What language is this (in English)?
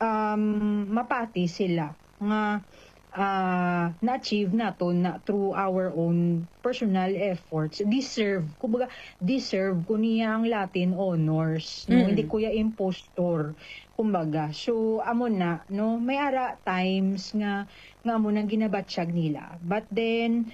Hiligaynon